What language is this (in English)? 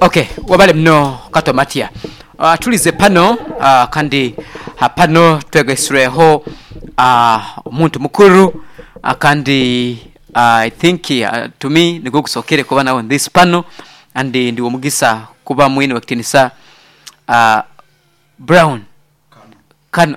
Nyoro